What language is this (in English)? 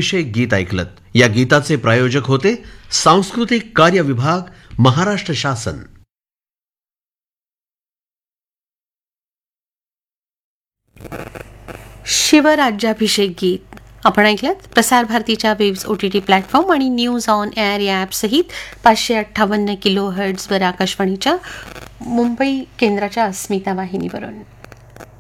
Marathi